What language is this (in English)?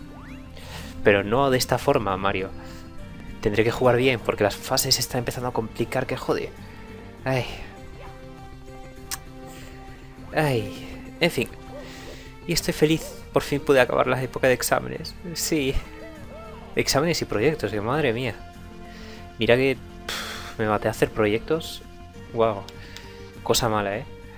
Spanish